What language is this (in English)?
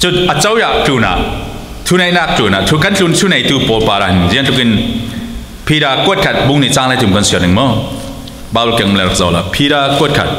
Falam Chin